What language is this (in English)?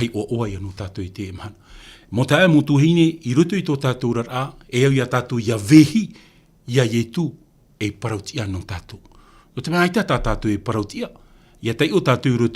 Tahitian